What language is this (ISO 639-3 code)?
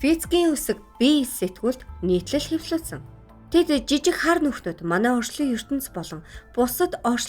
mon